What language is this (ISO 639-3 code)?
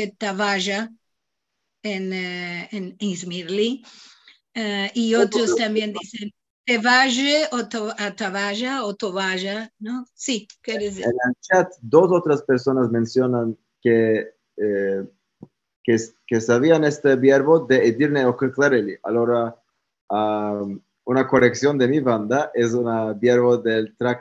lad